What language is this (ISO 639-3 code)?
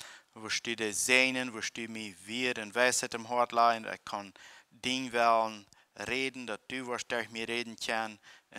pdt